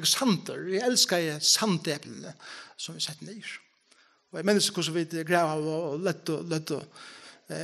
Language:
Faroese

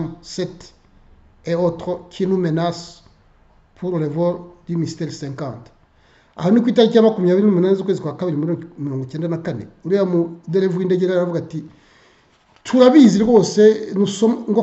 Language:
Kinyarwanda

